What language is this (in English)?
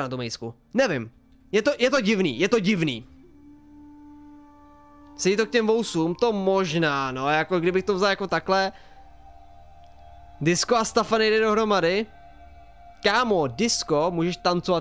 Czech